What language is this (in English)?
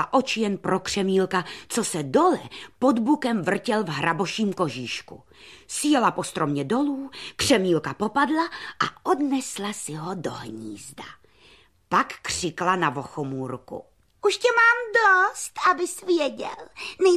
Czech